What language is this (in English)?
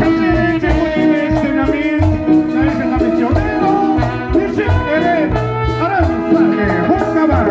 Kekchí